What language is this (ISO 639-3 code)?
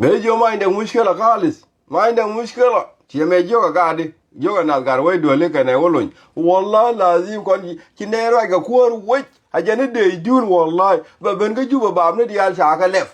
nus